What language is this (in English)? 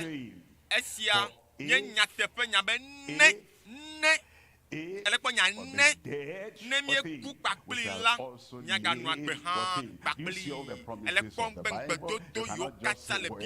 Ewe